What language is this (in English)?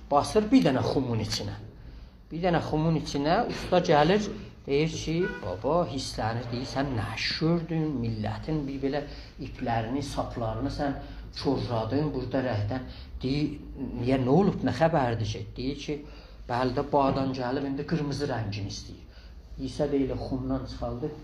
South Azerbaijani